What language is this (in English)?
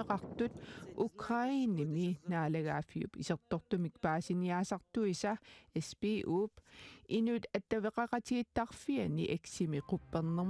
Kalaallisut